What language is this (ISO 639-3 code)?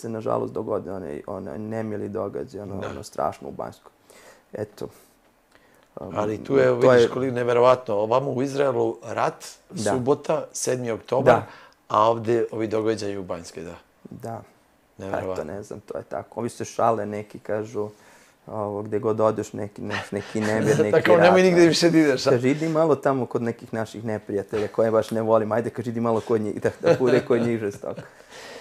srp